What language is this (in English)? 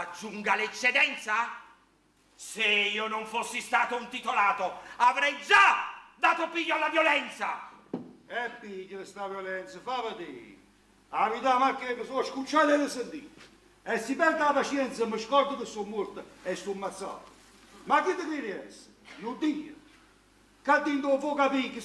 Neapolitan